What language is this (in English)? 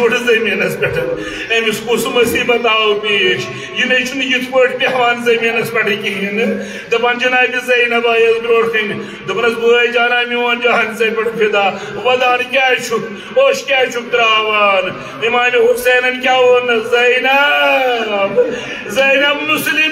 Kashmiri